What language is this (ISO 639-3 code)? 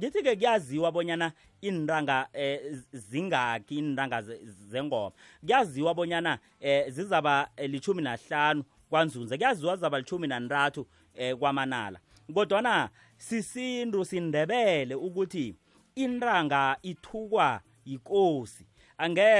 nbl